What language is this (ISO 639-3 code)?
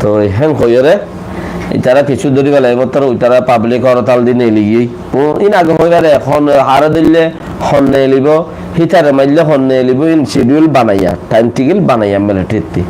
rhg